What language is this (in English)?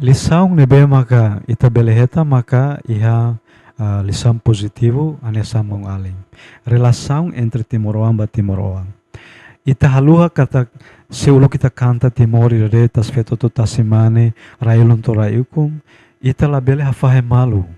Tetum